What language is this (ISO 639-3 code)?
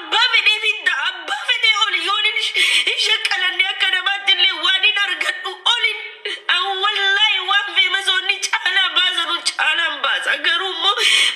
orm